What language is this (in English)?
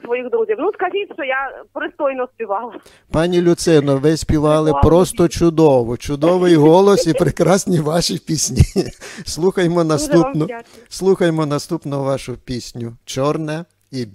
Ukrainian